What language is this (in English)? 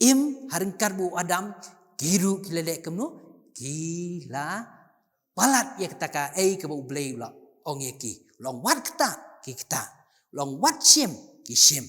Khasi